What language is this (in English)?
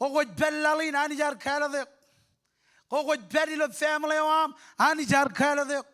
Marshallese